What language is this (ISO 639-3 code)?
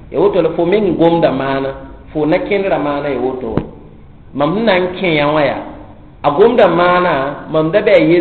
mos